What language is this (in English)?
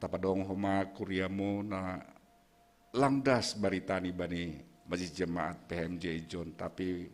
Batak Simalungun